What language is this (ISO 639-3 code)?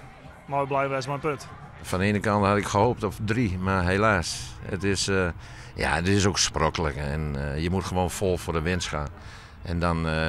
fry